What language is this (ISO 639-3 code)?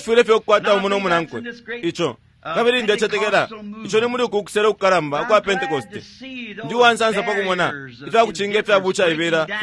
bem